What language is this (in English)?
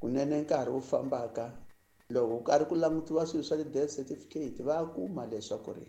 Tsonga